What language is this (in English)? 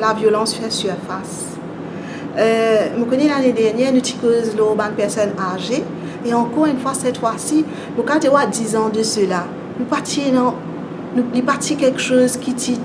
Morisyen